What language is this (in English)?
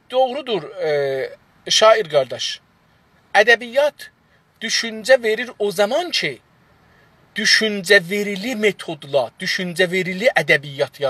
South Azerbaijani